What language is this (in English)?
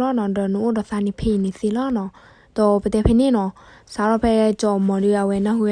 S'gaw Karen